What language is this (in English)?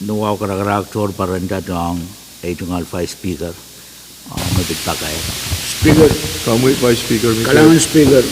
Pohnpeian